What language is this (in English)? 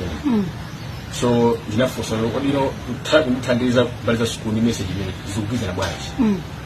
Nyanja